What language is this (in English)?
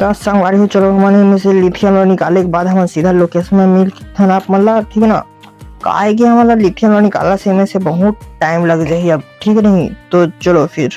Chhattisgarhi